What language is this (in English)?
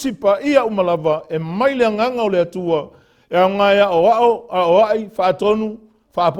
Samoan